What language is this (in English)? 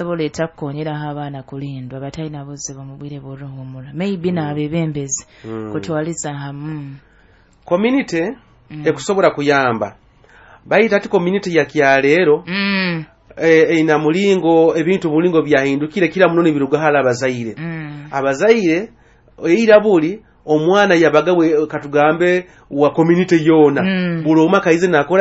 Nyoro